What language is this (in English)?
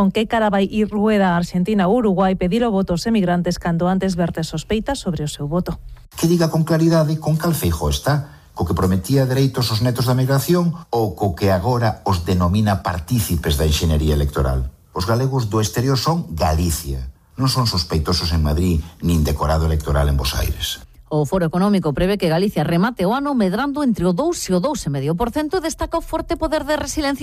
Galician